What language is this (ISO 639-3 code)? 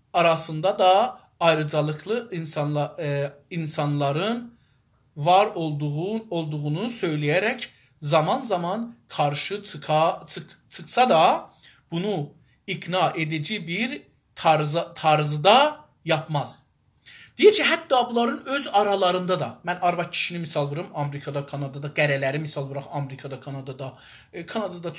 azb